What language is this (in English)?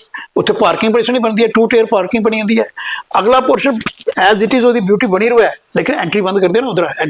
Dogri